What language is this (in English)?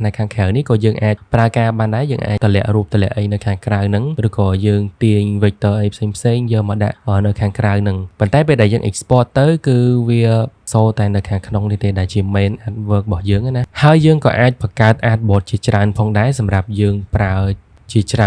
Khmer